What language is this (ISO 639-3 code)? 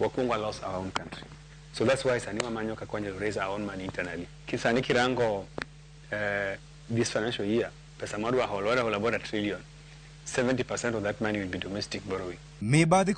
luo